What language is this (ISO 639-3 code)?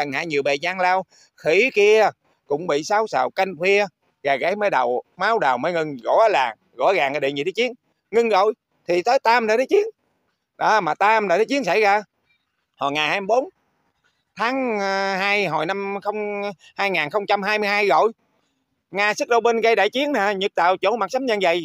vie